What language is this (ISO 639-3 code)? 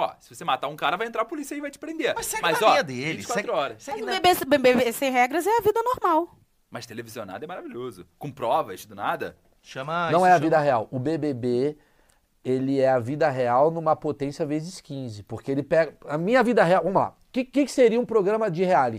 por